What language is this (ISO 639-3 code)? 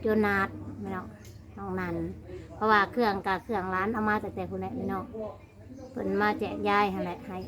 tts